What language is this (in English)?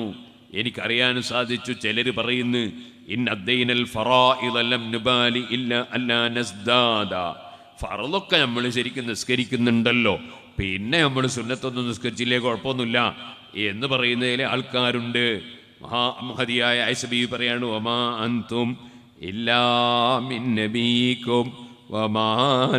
Malayalam